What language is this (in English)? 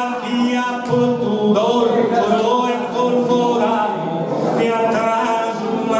Sardinian